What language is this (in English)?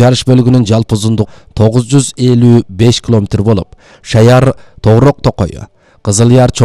Kyrgyz